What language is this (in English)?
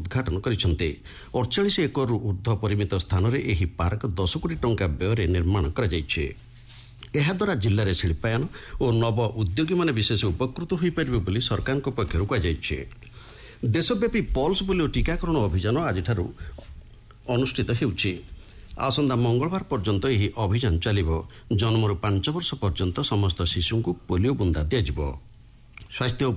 Odia